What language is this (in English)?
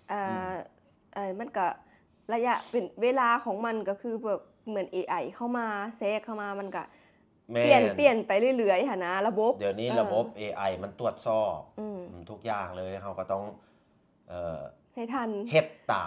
Lao